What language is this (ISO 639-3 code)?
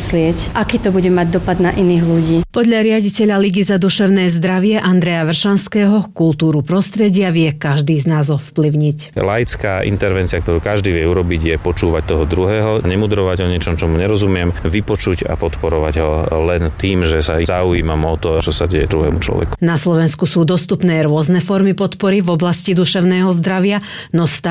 slk